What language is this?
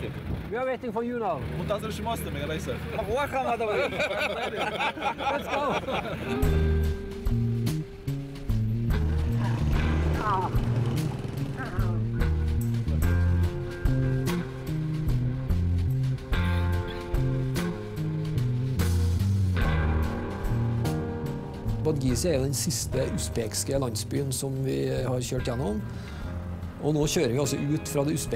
Norwegian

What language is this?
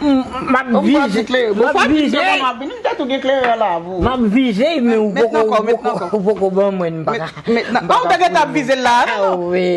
Haitian Creole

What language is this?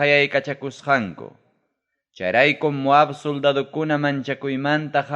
Ayacucho Quechua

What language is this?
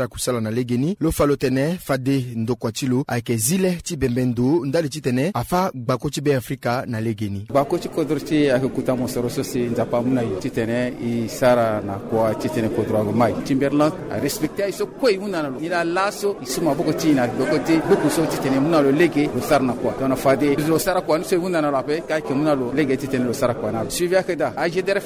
Sango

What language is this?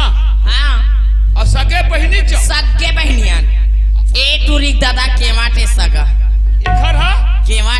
Chhattisgarhi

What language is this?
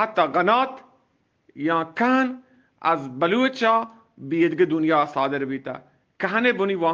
Eastern Balochi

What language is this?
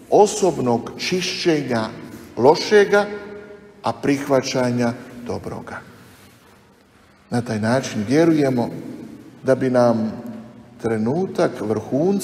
Croatian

